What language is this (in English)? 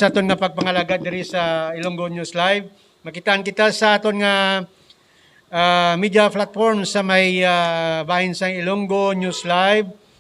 Hiligaynon